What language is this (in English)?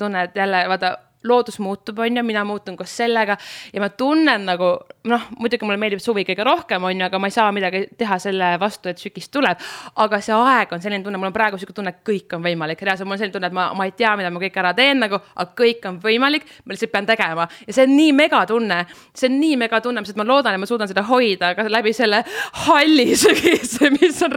Estonian